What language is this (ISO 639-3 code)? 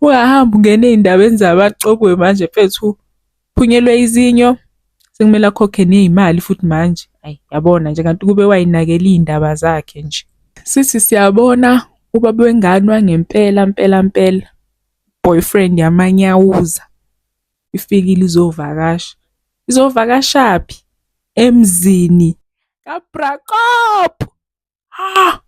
zul